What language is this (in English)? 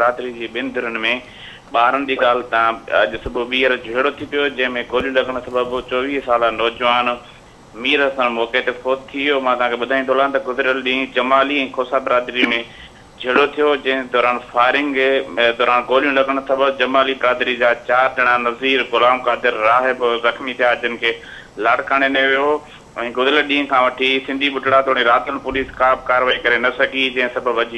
Sindhi